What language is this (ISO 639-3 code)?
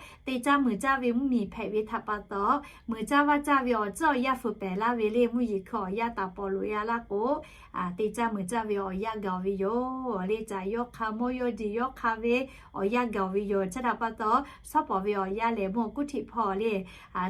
lhu